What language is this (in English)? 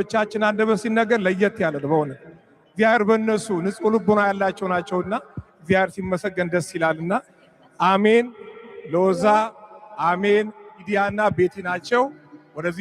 Amharic